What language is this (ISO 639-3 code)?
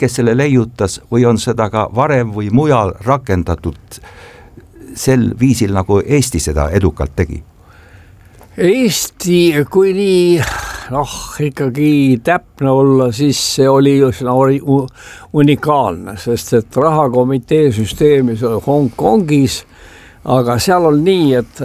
est